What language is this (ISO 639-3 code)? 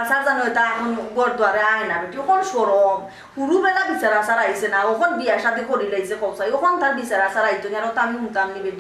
syl